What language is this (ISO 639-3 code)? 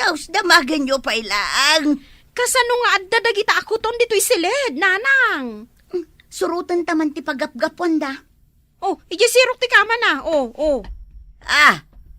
ilo